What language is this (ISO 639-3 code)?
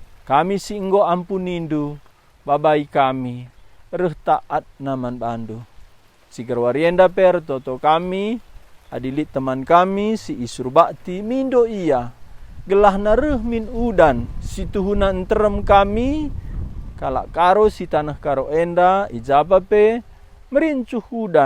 btx